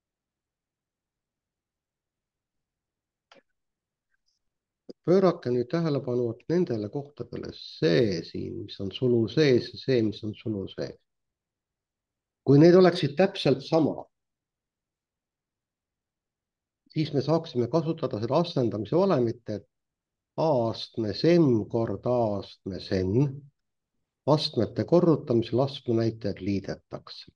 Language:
Estonian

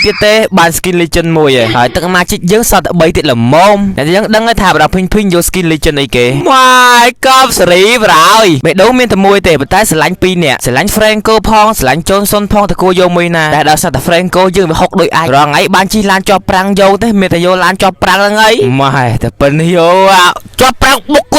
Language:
Khmer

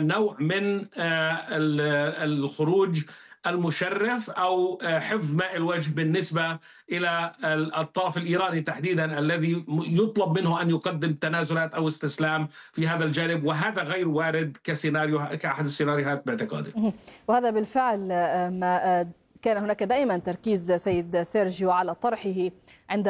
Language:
Arabic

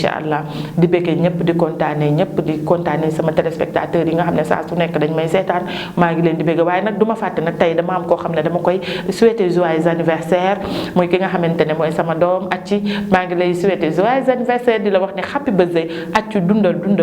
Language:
Wolof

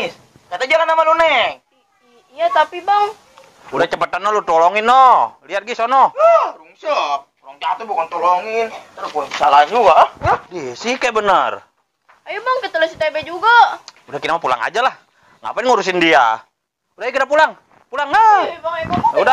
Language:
Betawi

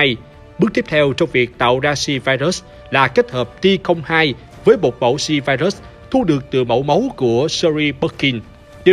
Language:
Vietnamese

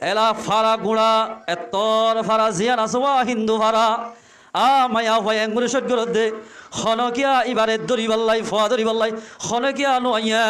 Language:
Rohingya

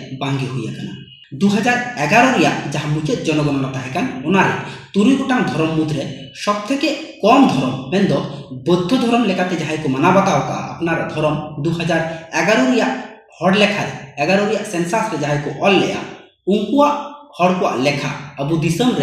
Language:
Santali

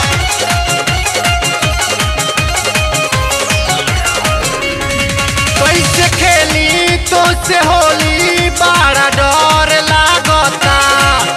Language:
Bhojpuri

